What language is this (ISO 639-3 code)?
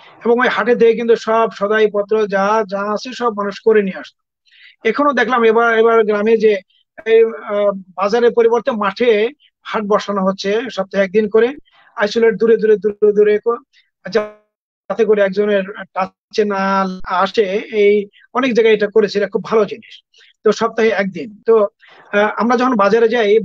ben